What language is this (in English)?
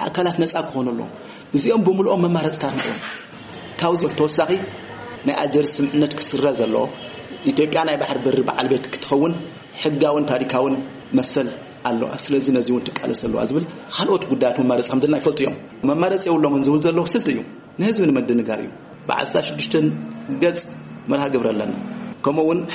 Tigrinya